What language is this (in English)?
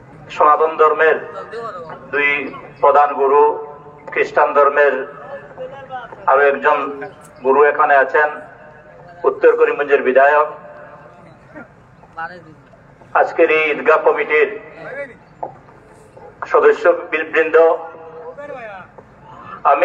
Bangla